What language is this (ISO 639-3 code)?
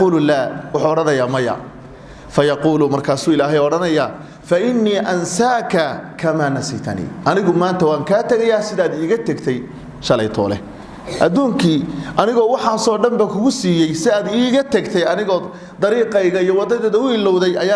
som